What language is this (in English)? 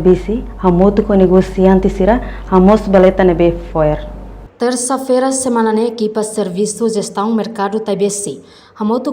Tetum